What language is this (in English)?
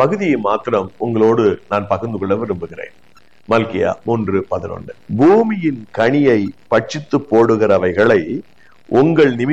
Tamil